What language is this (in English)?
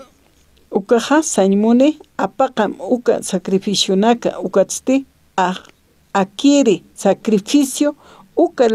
Aymara